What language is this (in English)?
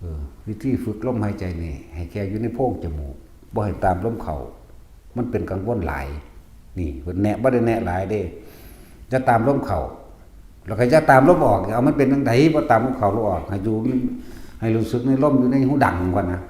Northeastern Thai